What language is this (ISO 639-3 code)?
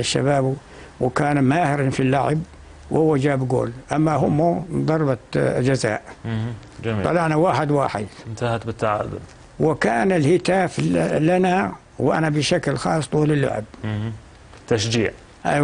apc